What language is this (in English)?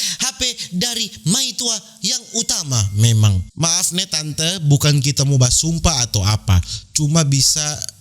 Manado Malay